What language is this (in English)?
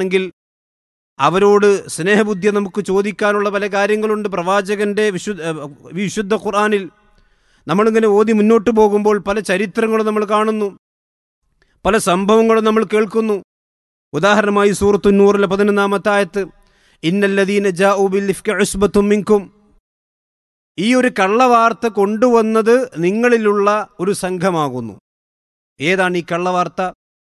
Malayalam